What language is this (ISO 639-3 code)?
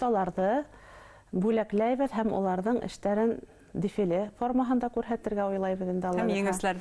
bak